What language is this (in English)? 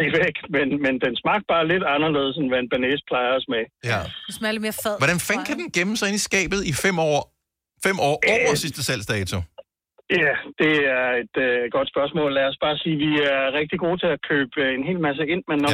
Danish